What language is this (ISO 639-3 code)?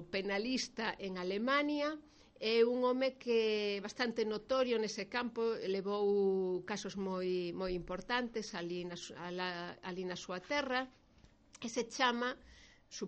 glg